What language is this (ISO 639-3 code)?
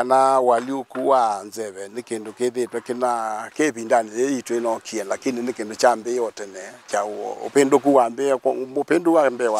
kam